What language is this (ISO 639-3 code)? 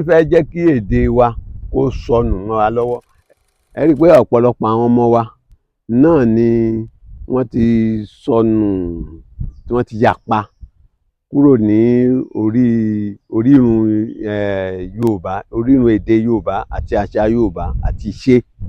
yor